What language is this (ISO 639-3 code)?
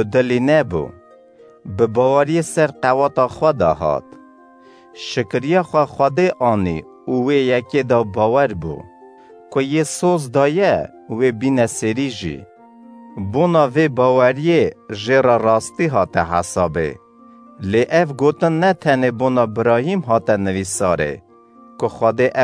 kur